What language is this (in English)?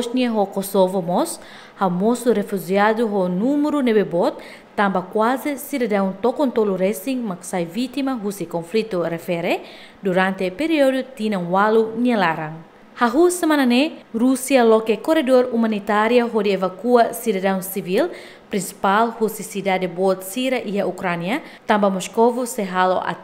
Tetum